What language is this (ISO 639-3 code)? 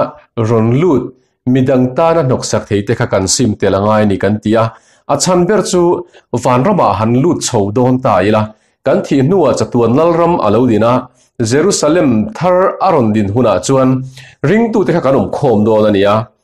lus